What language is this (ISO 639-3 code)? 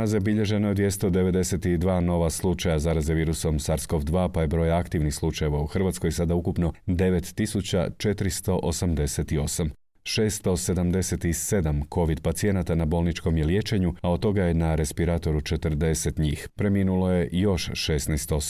hrv